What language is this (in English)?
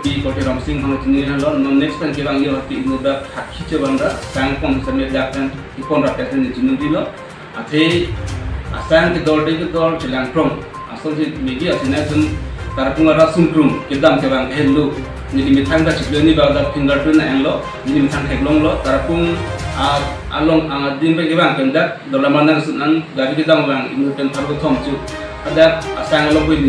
Karbi